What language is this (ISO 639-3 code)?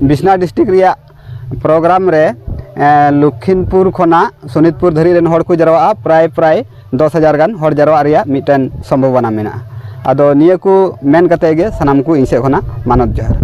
sat